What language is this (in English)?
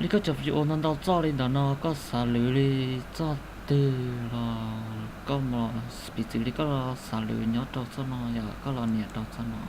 Hmong